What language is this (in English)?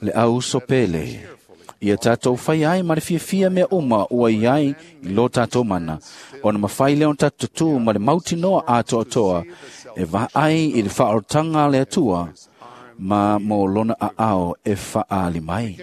Samoan